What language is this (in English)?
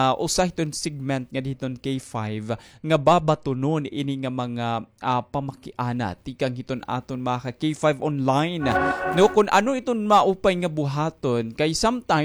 Waray